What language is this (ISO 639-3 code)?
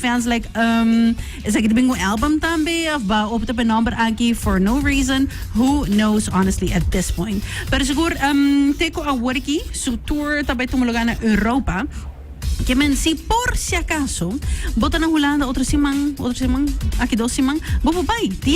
pap